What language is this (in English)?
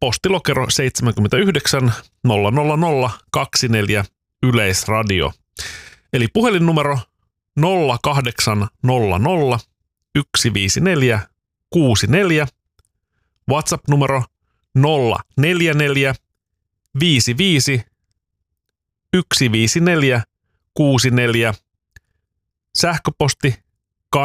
Finnish